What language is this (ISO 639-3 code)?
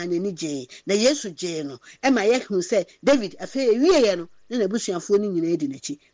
aka